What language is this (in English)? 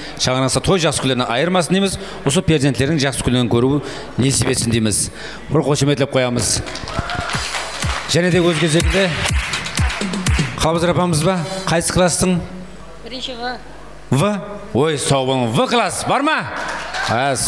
Kara-Kalpak